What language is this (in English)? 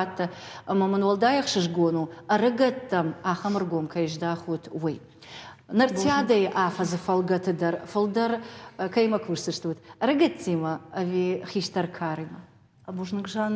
Ossetic